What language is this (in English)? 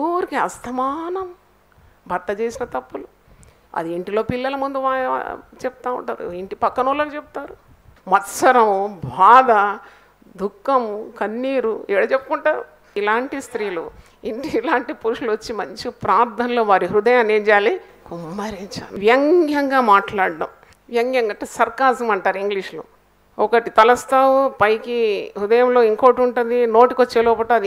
Telugu